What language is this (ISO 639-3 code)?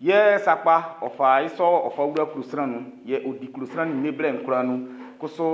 bci